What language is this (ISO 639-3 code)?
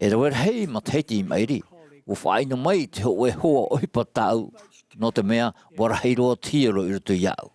tah